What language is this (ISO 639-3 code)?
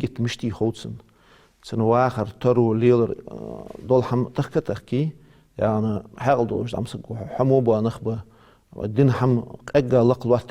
inh